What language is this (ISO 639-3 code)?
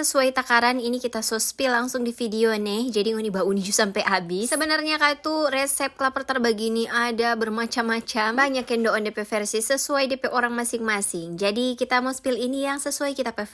xmm